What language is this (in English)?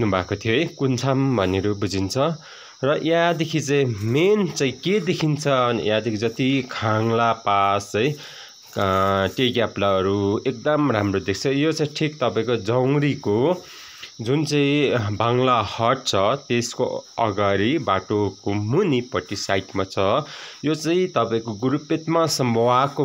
Nepali